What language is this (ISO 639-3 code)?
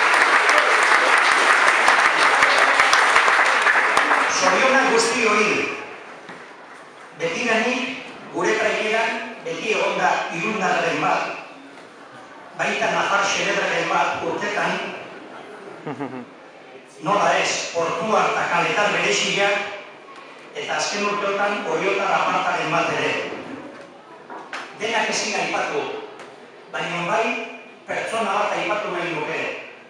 eus